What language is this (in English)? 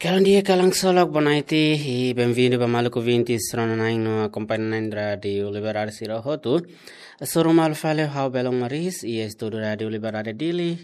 Tetum